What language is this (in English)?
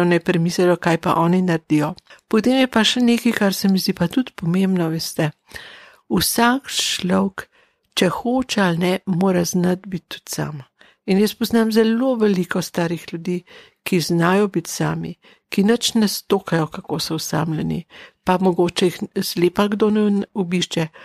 Slovenian